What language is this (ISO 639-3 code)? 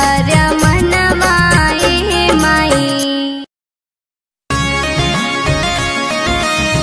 bho